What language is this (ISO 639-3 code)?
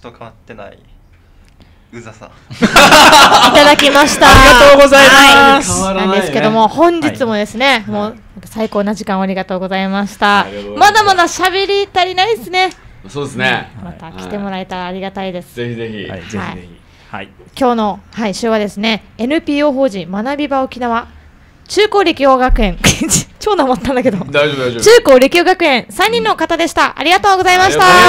jpn